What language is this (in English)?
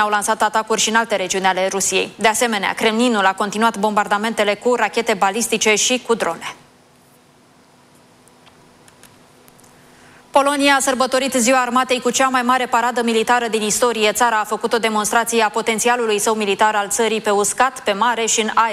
Romanian